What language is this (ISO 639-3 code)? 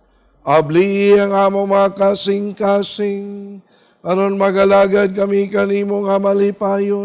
ceb